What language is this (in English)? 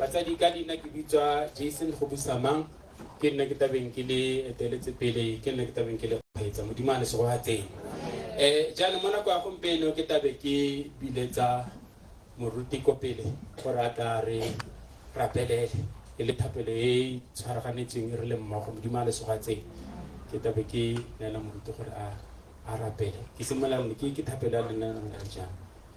Tswana